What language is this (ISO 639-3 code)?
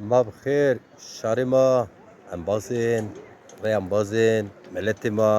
zza